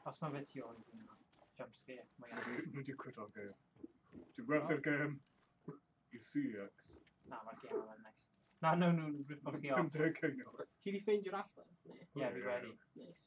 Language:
Welsh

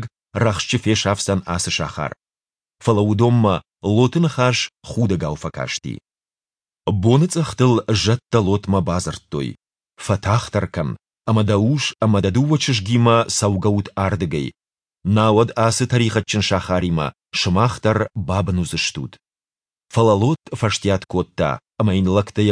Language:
Ossetic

